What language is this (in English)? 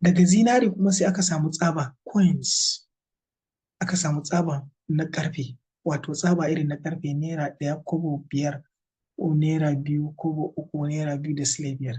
Hausa